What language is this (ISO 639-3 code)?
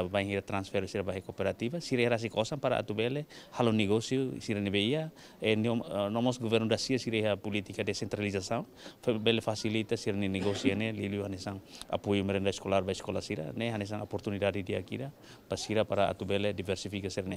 tet